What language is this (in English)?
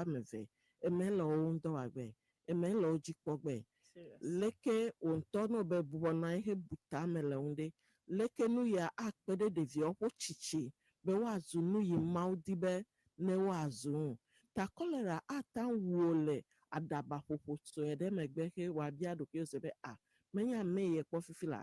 Ewe